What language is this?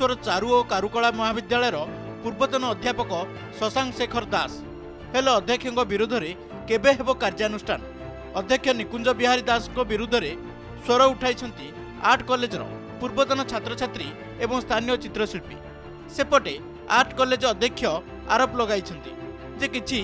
Odia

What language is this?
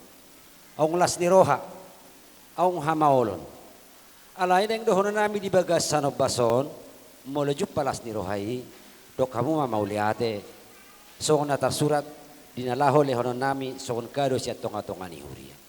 Batak Toba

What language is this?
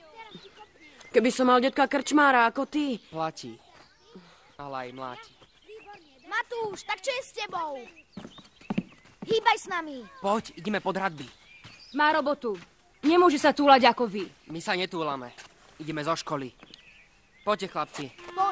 Slovak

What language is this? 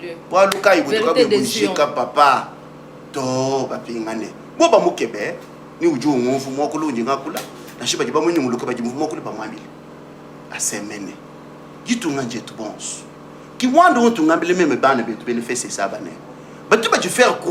Luba-Lulua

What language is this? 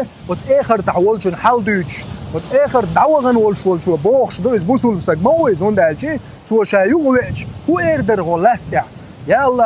Chechen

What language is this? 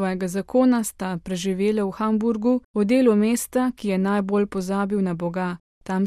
Slovenian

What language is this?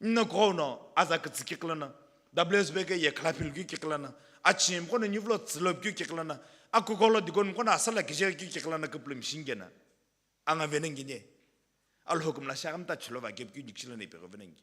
Sumi Naga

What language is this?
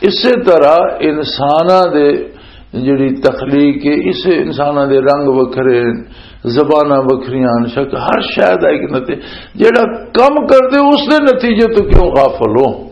Western Panjabi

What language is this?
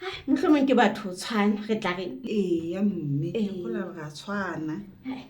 Southern Sotho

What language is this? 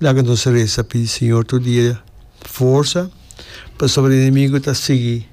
Papiamento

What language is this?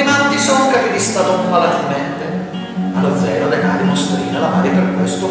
Italian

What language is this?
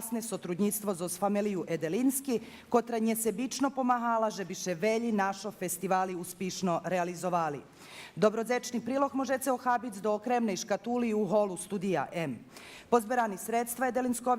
Rusyn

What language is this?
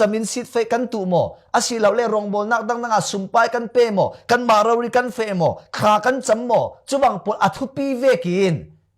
Falam Chin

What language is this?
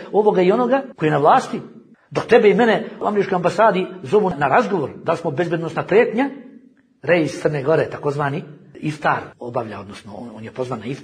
Bosnian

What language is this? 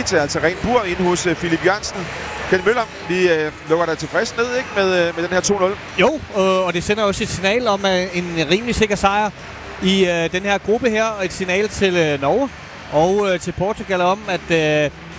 Danish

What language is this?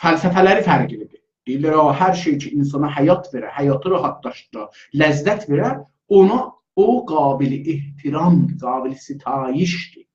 South Azerbaijani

